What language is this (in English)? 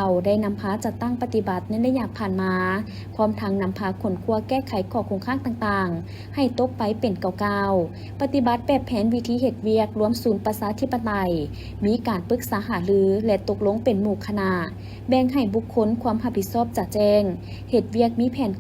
Lao